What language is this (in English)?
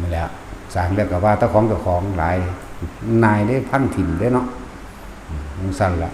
Northeastern Thai